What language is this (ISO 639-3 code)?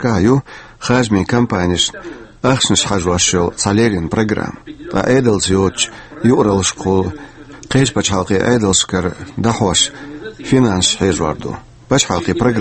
che